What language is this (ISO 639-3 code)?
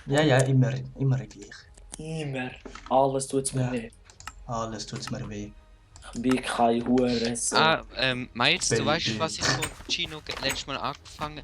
gsw